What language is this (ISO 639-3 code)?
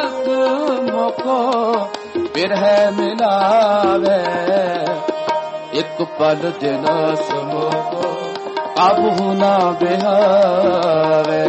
pan